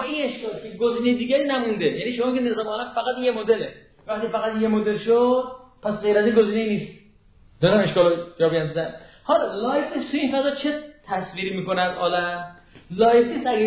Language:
Persian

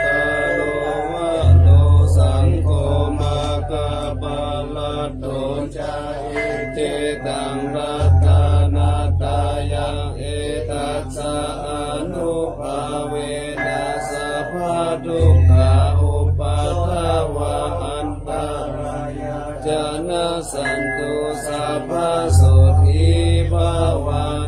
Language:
Pali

